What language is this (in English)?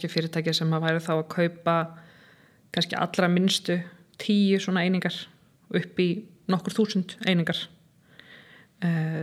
Icelandic